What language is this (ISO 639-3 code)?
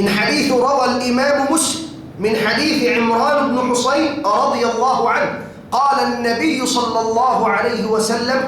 tsg